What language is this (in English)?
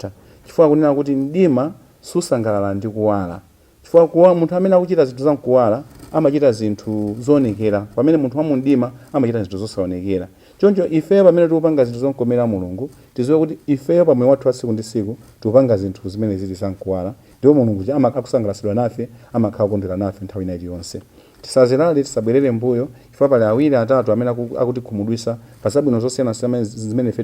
Nyanja